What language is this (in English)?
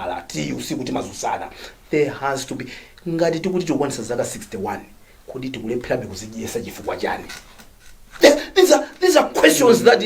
Nyanja